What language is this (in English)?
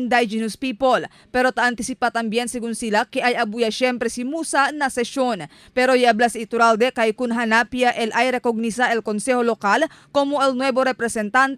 Chavacano